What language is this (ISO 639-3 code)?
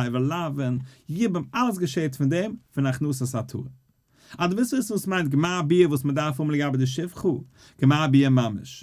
yid